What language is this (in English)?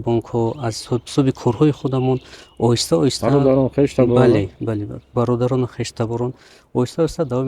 Tajik